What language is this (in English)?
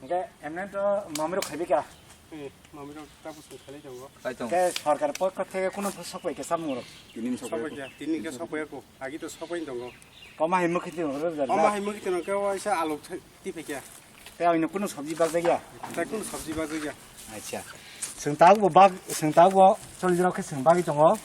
Kok Borok